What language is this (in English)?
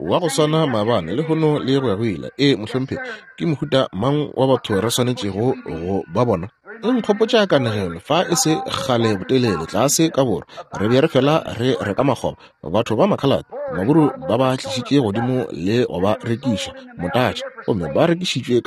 Northern Sotho